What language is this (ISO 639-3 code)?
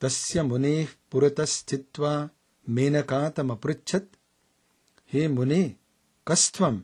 san